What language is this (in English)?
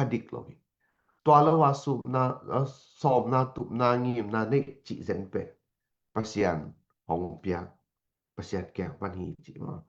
Tedim Chin